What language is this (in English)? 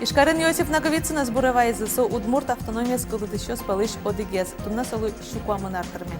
Udmurt